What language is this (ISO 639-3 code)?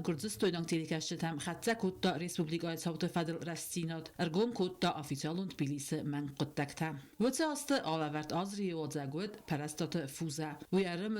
oss